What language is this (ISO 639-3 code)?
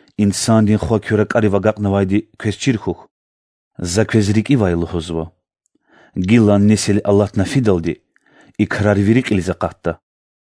lez